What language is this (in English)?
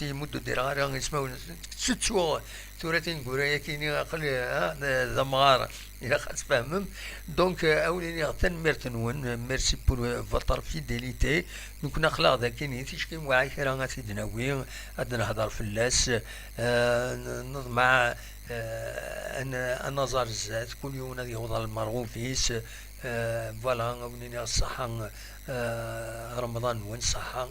Kabyle